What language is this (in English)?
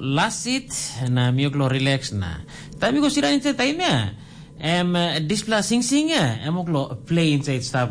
Tok Pisin